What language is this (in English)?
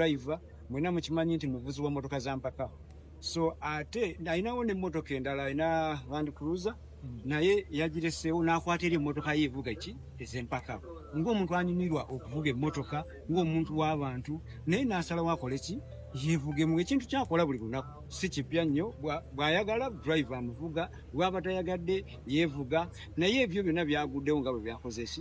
Ganda